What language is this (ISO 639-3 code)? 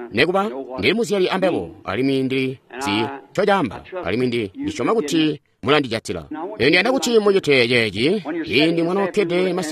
toi